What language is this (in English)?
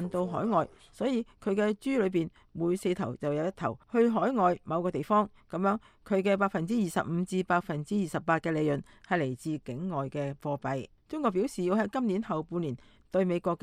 Cantonese